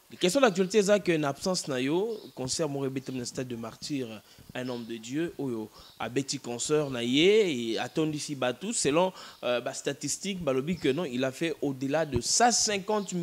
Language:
Lingala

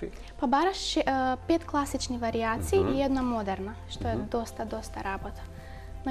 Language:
Macedonian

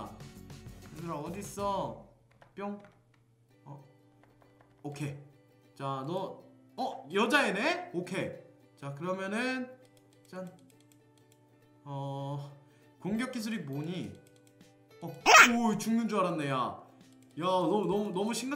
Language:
Korean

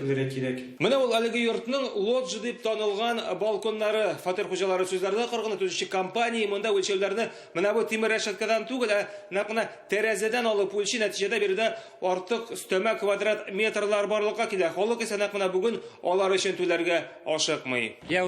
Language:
Tatar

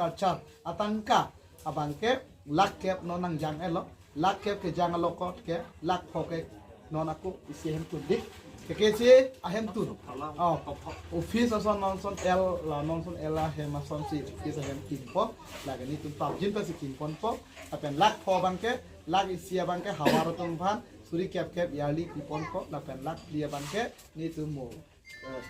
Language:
Karbi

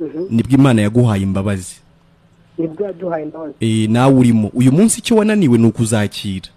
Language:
Kinyarwanda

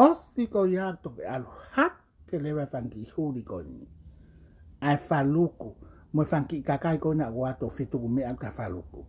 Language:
Tongan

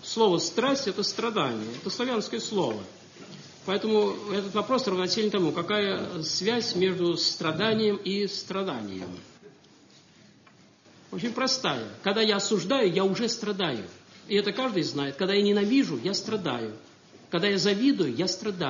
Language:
Russian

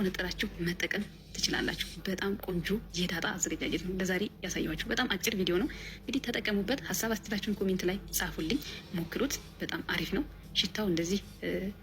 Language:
Amharic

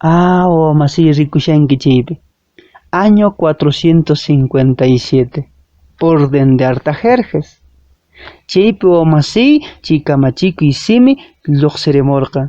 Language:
Quechua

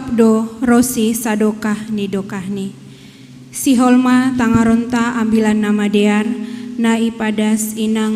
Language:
Batak Simalungun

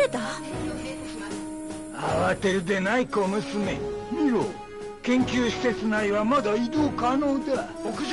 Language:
Japanese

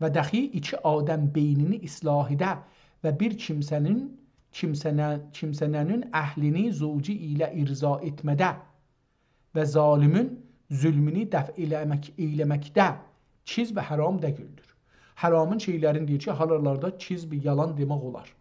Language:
South Azerbaijani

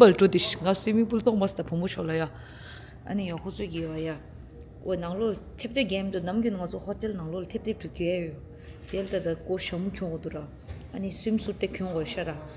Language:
Tibetan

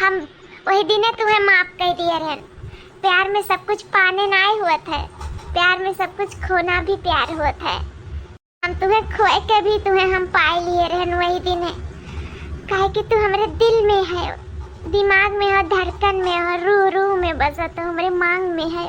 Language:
Awadhi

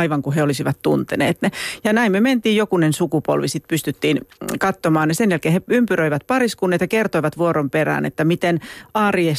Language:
Finnish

